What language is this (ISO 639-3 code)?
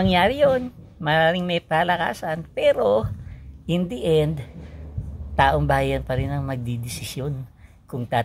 fil